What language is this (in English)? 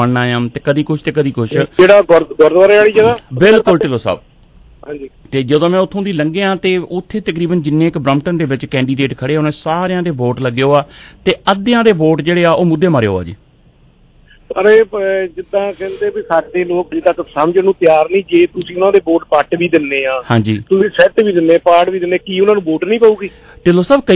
Punjabi